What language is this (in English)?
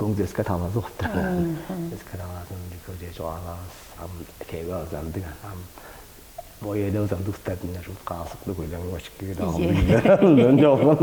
Tuvinian